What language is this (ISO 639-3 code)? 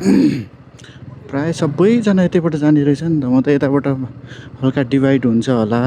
nep